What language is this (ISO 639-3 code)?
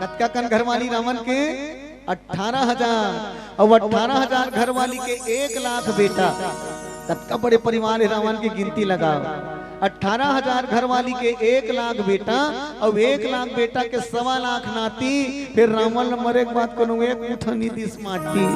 hne